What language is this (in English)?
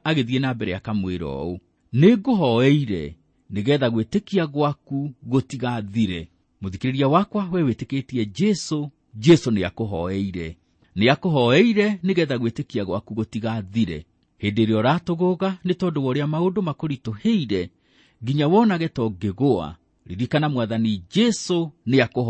Kikuyu